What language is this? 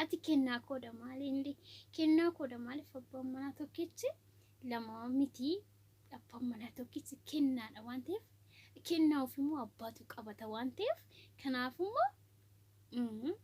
Oromo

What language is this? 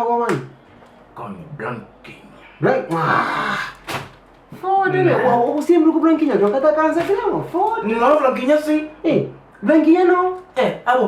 Kabuverdianu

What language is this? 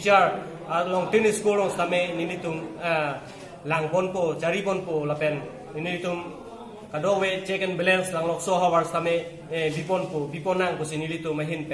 Karbi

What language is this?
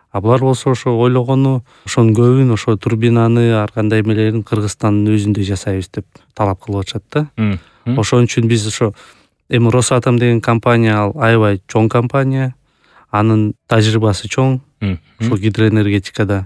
Kyrgyz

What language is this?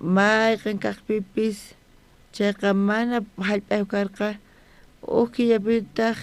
South Bolivian Quechua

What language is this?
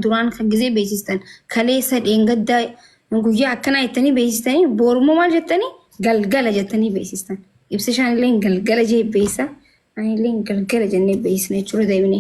Oromo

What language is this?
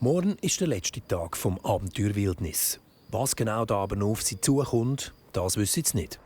Swiss German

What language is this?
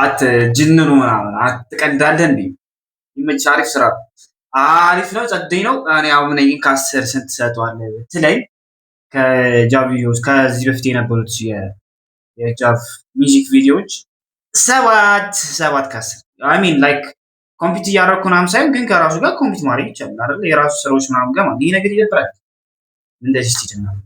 Amharic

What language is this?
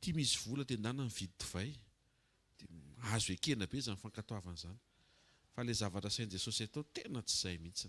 Malagasy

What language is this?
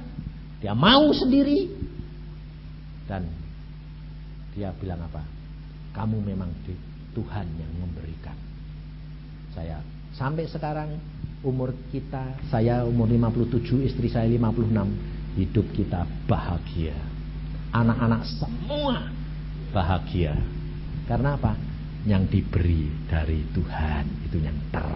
Indonesian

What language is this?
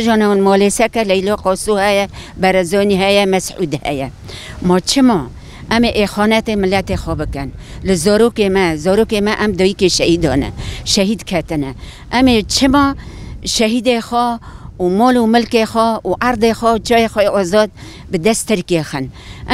Kurdish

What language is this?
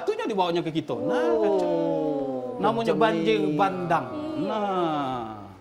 Musi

